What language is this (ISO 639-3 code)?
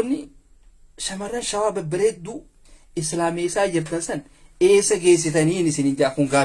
orm